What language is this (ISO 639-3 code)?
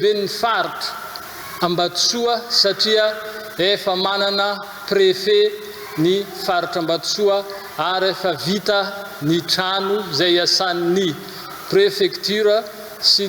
mlg